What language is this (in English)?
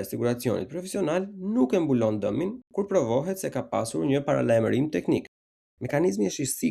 Albanian